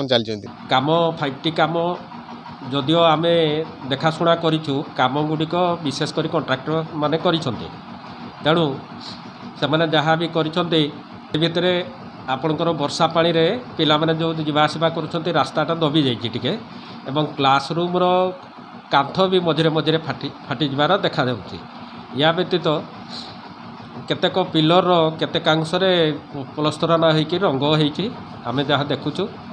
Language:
Odia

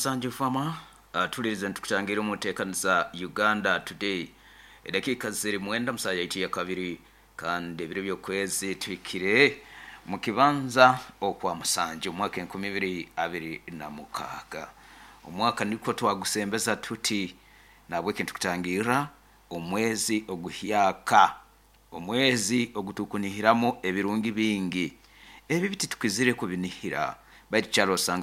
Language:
Nyankole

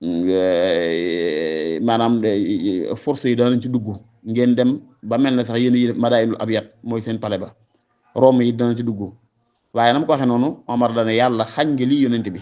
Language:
Wolof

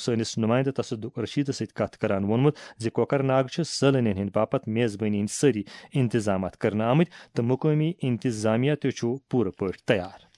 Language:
Kashmiri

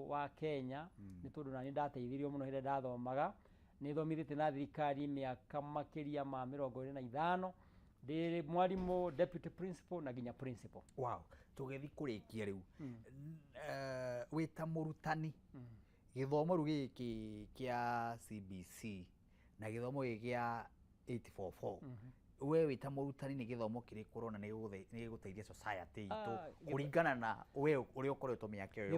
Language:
Kikuyu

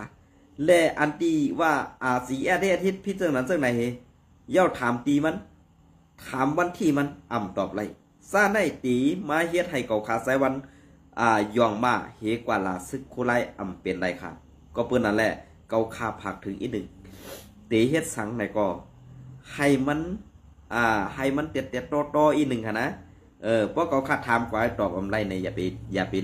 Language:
Shan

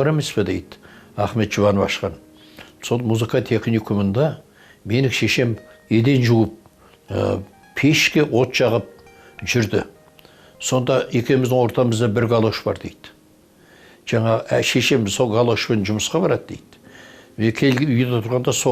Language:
Kazakh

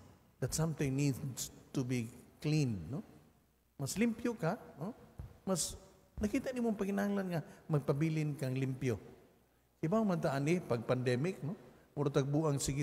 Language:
Cebuano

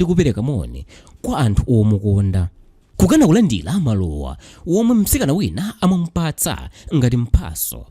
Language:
Nyanja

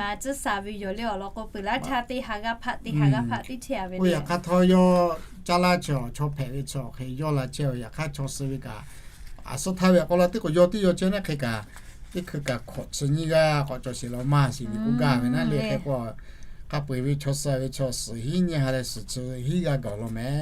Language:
Lahu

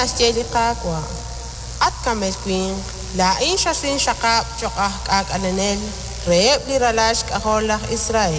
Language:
Kekchí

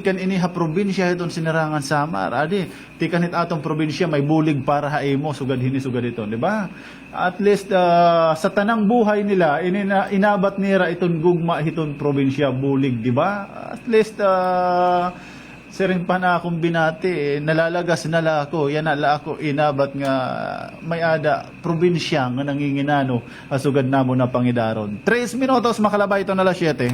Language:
Waray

